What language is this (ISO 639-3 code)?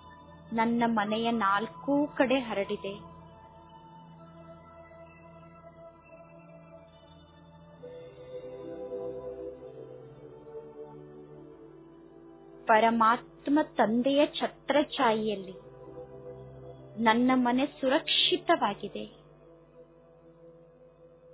kan